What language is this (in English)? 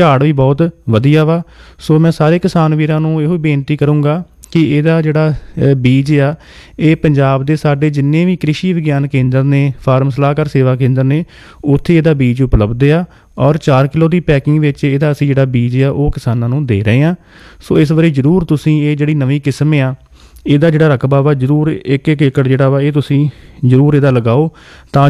Punjabi